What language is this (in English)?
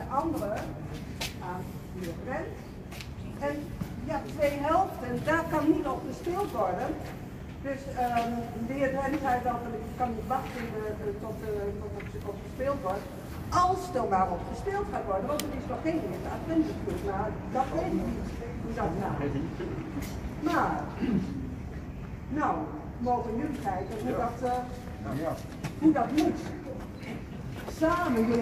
Dutch